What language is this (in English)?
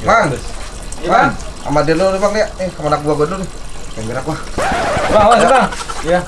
Betawi